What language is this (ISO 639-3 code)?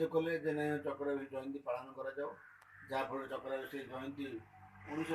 ori